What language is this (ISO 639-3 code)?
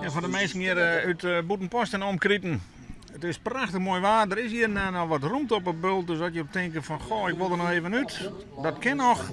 fry